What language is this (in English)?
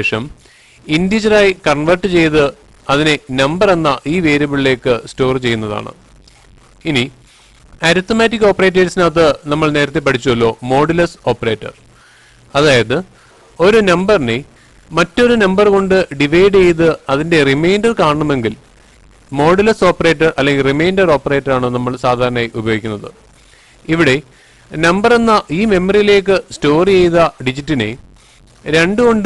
Malayalam